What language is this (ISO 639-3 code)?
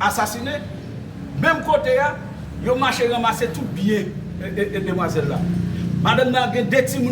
hat